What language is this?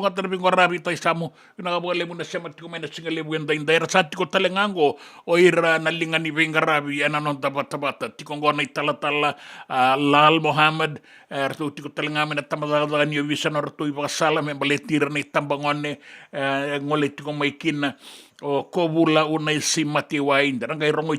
Fijian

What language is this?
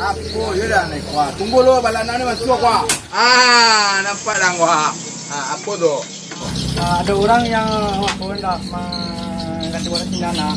Minangkabau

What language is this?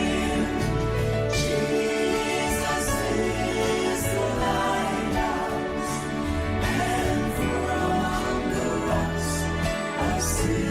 Papiamento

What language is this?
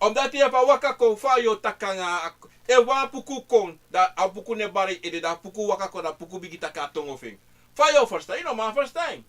Sranan Tongo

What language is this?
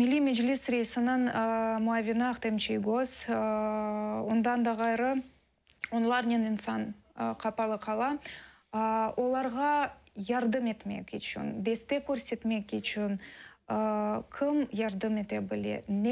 Crimean Tatar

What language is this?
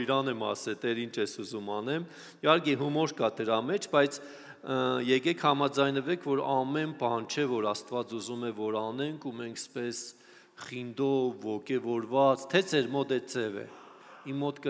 Armenian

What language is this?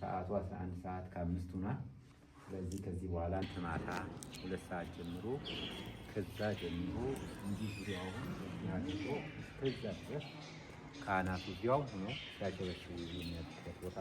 Amharic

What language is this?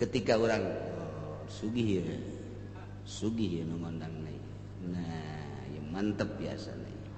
Sundanese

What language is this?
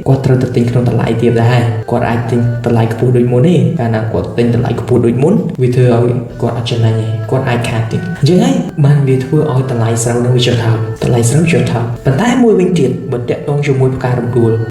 Khmer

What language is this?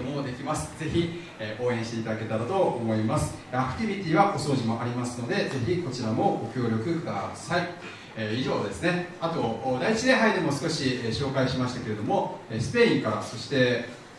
Japanese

